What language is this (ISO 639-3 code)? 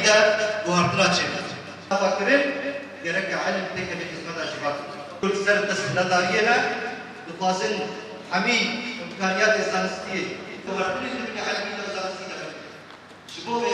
kur